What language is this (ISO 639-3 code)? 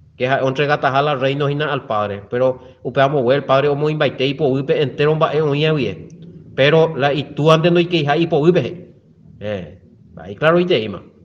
grn